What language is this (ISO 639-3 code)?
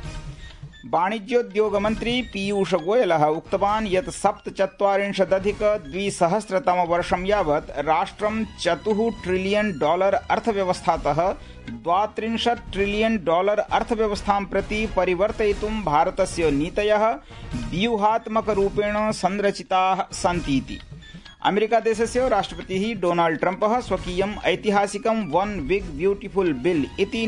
san